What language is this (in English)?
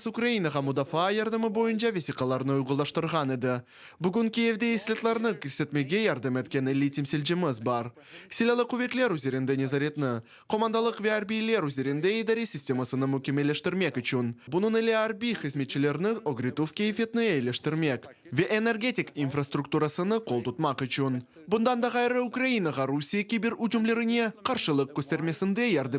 Crimean Tatar